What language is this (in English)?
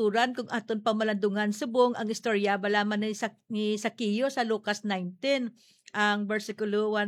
Hiligaynon